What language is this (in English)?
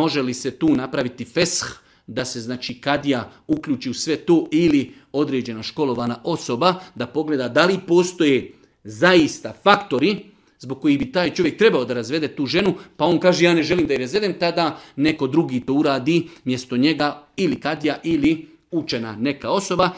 Bosnian